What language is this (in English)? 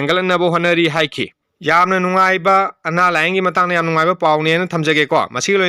Manipuri